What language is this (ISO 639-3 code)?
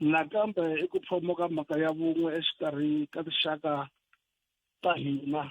tso